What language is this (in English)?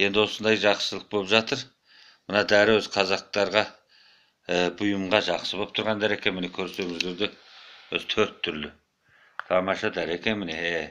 Kazakh